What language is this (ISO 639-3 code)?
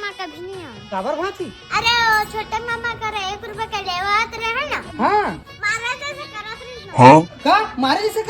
hne